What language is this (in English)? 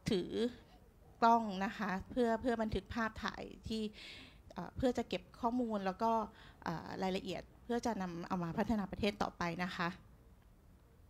Thai